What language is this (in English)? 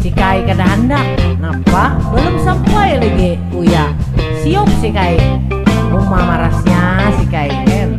Banjar